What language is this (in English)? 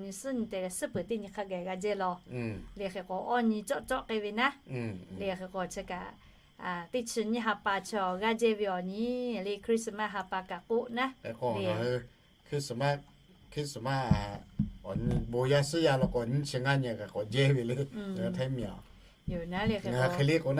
Lahu